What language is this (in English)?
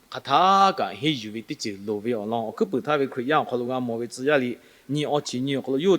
Lahu